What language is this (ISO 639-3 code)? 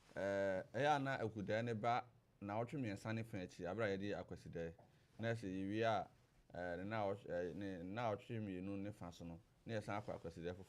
aka